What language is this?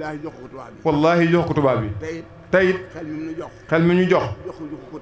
Wolof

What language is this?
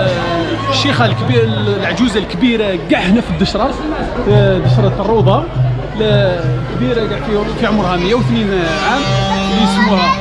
Algerian Arabic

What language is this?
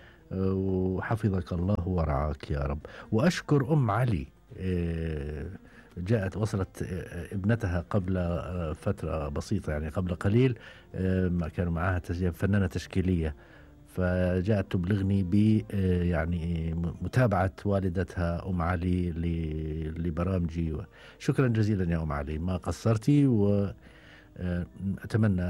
Gulf Arabic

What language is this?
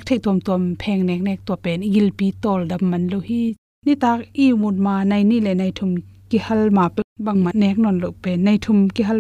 Tedim Chin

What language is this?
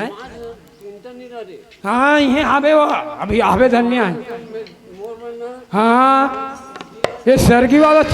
Chhattisgarhi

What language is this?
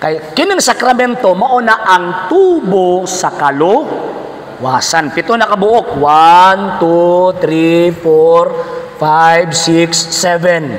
Cebuano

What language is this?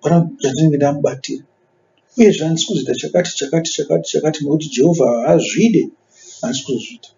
Shona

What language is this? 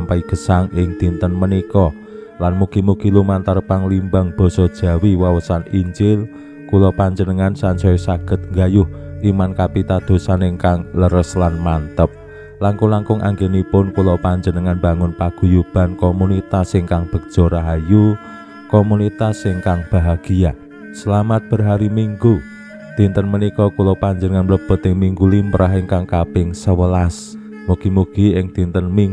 Javanese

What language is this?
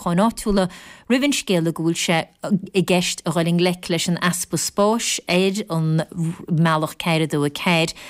Irish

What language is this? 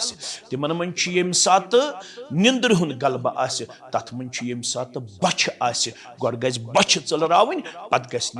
Kashmiri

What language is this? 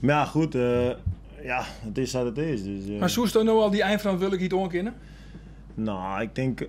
Western Frisian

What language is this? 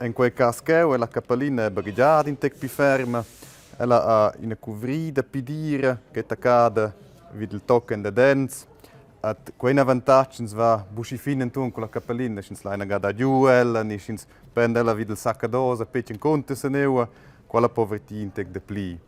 Romansh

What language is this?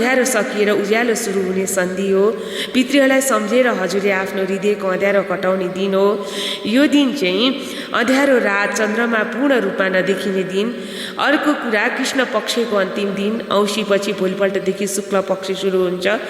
Nepali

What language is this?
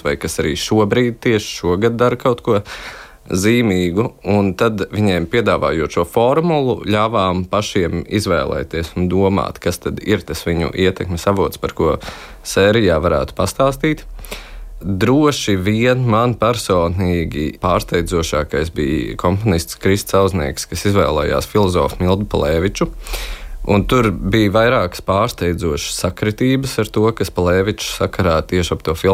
Latvian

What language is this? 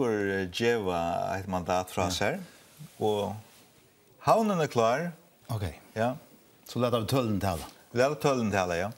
Faroese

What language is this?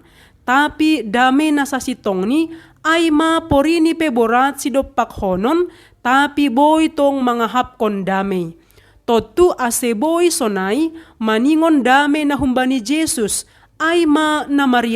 Batak Simalungun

